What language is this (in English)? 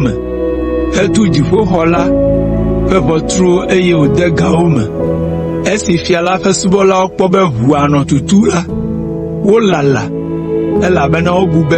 Ewe